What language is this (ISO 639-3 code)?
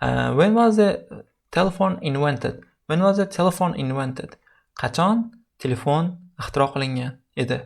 uzb